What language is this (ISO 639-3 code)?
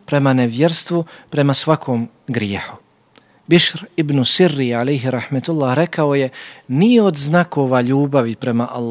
bos